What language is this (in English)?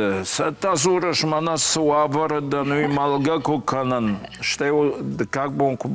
Ossetic